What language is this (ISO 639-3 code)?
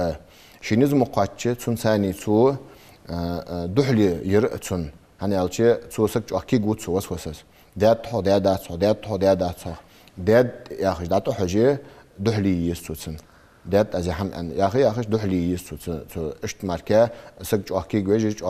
inh